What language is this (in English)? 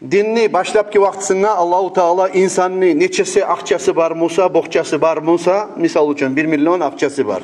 Kumyk